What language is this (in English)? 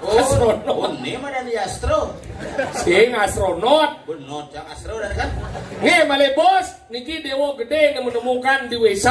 Balinese